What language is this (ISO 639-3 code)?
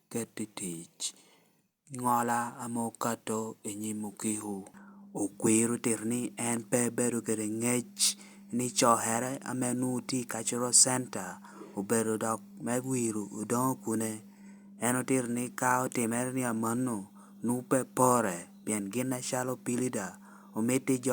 laj